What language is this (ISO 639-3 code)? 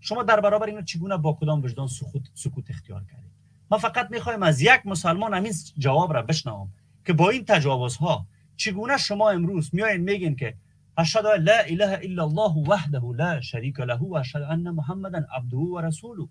fas